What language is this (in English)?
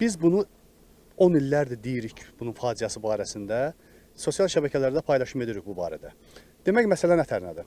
Azerbaijani